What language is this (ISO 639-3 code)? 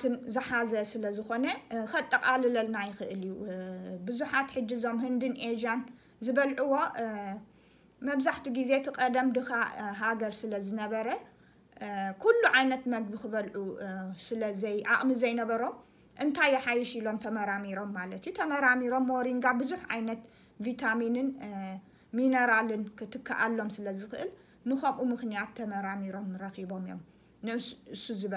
tir